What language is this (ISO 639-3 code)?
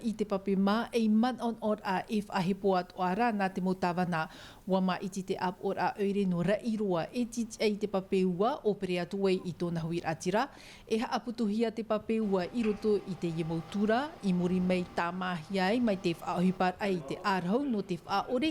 tah